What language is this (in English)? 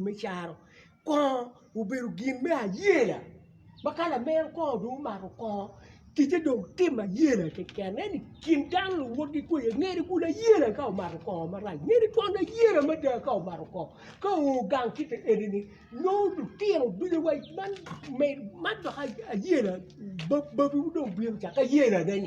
Acoli